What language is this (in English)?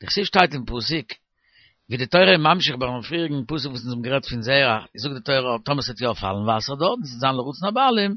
Yiddish